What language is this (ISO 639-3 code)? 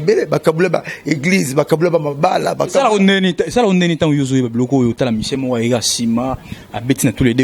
lin